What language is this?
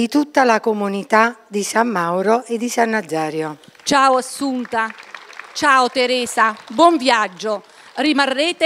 Italian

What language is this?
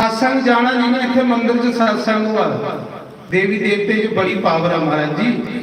Dogri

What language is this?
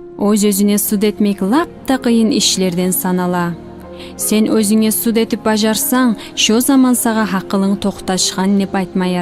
Kumyk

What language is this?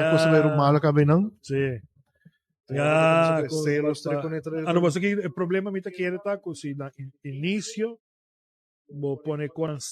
Papiamento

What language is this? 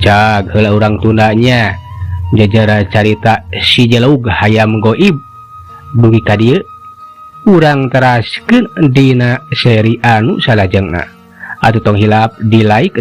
Sundanese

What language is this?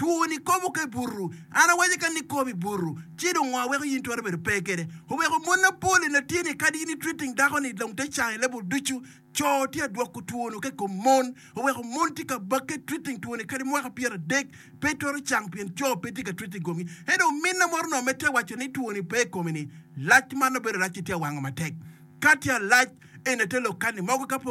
Acoli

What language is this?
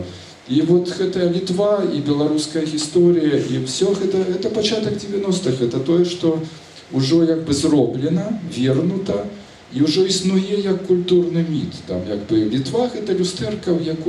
Belarusian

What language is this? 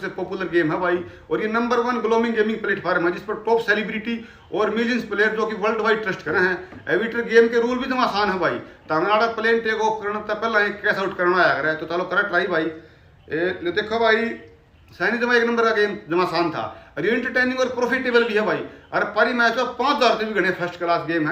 Haryanvi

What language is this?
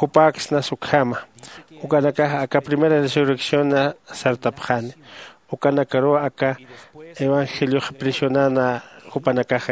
Aymara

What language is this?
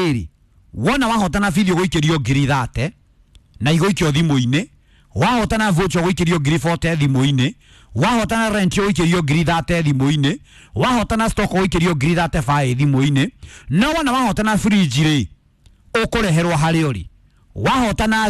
Kikuyu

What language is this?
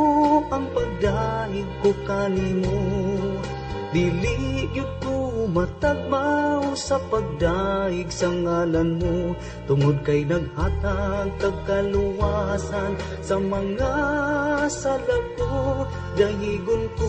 Cebuano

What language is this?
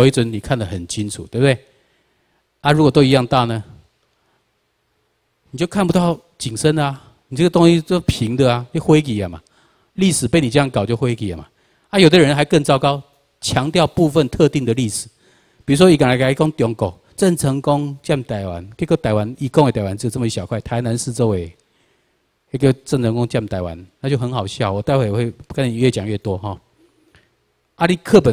Chinese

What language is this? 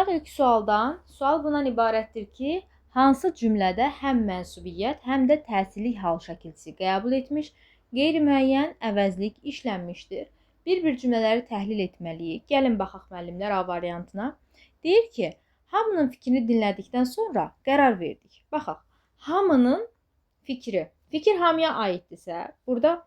Azerbaijani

